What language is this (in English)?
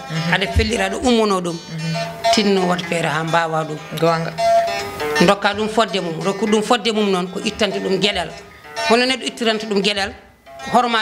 Fula